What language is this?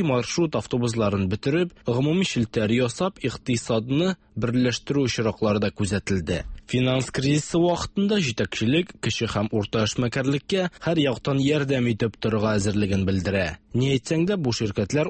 Tatar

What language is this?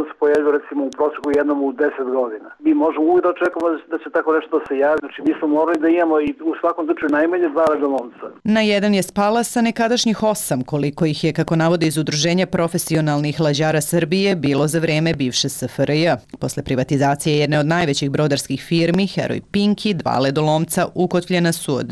Serbian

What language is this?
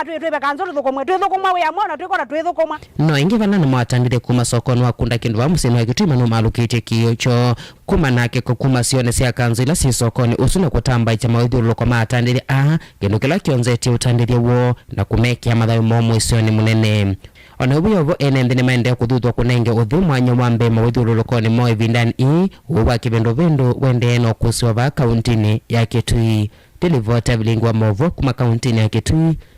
Kamba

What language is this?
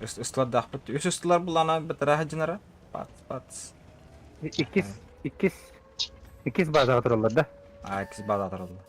Yakut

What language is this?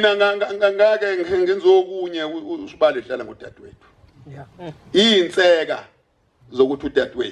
Zulu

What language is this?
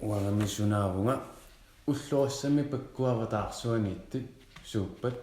Kalaallisut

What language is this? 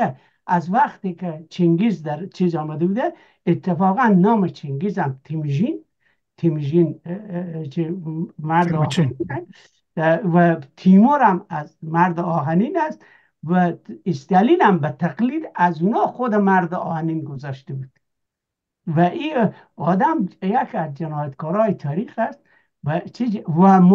Persian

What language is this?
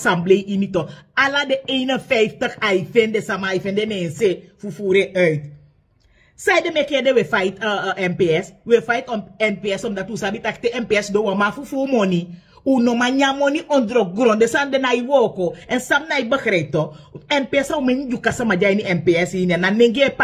Sranan Tongo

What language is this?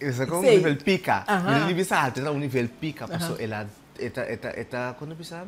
Papiamento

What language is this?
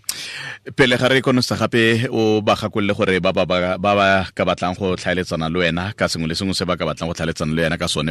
Tswana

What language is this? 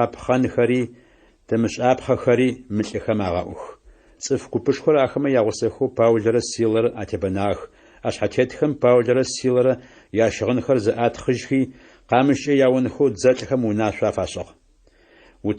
Adyghe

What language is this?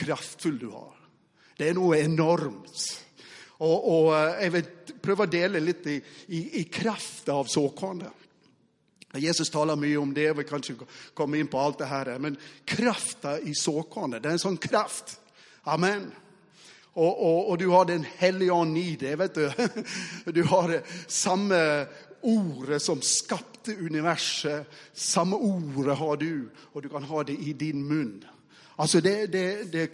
Norwegian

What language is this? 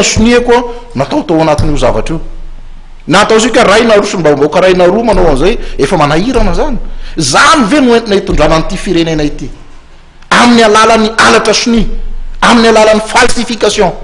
Malagasy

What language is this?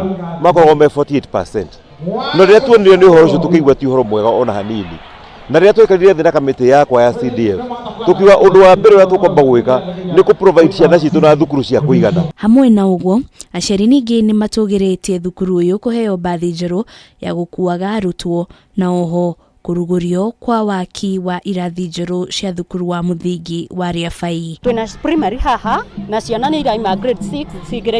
Kikuyu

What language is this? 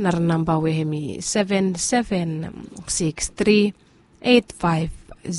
Bislama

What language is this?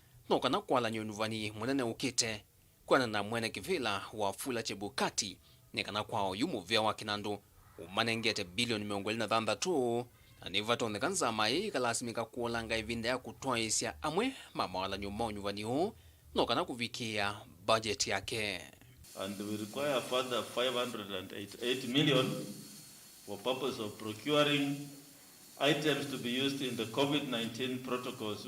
Kamba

